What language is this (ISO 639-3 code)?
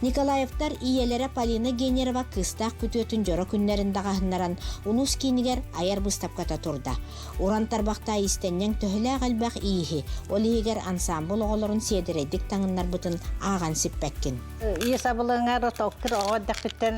sah